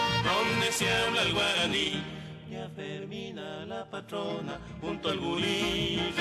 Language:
Guarani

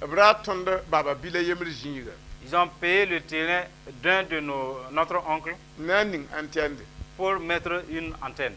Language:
Mossi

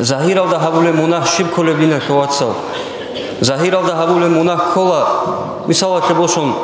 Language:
Avaric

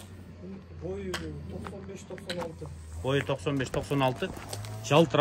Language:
Kyrgyz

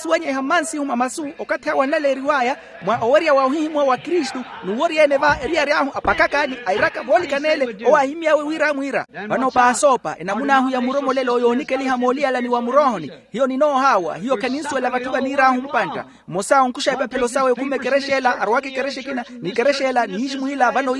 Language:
Makhuwa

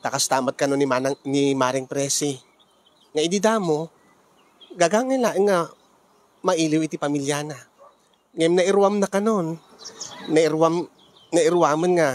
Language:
Iloko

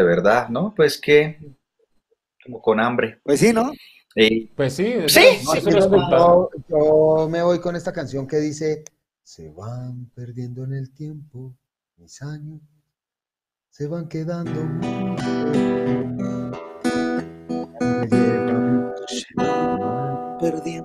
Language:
Spanish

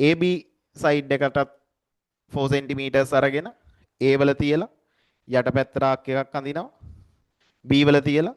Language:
Sinhala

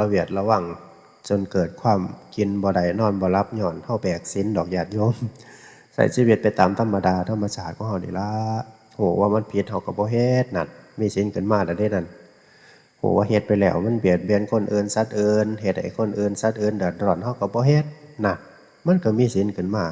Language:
Northeastern Thai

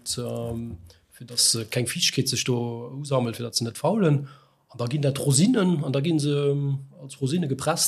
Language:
Luxembourgish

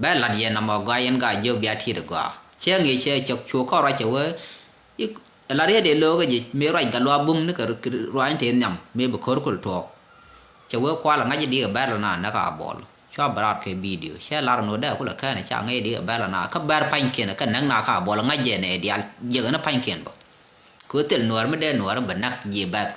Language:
Nuer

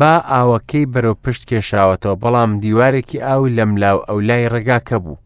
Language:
Central Kurdish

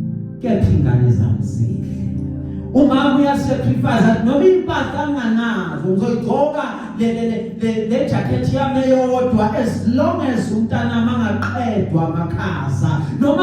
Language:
Zulu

